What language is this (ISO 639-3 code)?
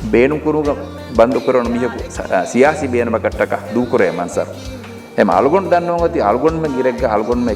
div